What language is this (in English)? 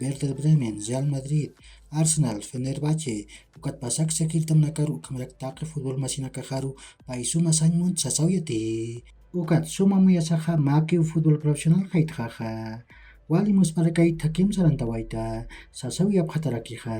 Aymara